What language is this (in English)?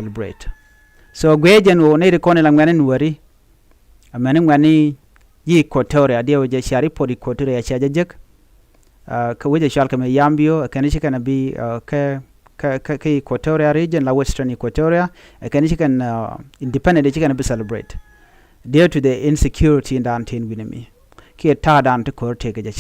Nuer